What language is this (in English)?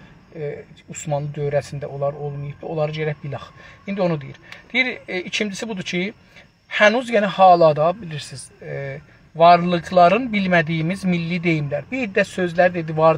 South Azerbaijani